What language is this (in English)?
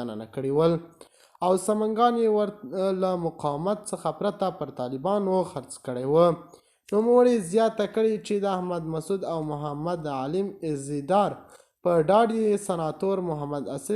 Pashto